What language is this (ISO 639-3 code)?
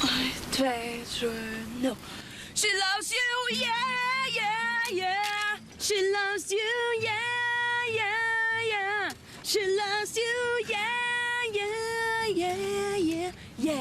fao